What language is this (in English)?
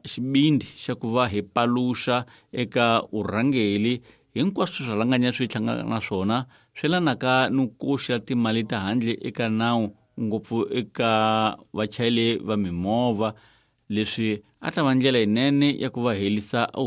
Tsonga